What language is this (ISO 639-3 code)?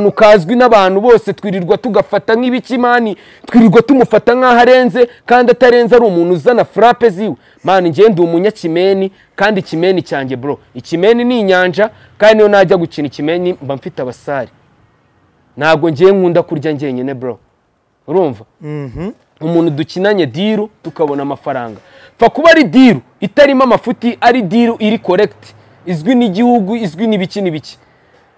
kin